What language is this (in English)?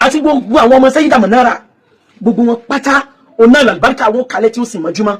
Yoruba